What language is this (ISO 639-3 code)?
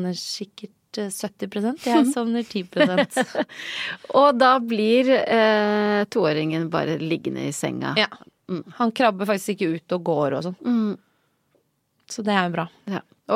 nor